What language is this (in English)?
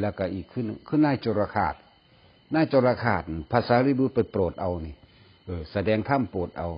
Northeastern Thai